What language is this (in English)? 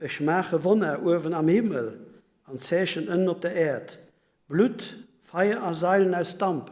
Luxembourgish